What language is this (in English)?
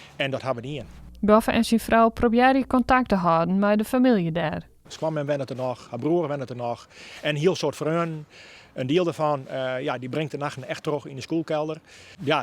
Western Frisian